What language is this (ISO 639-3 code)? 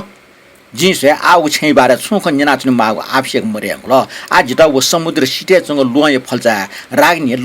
new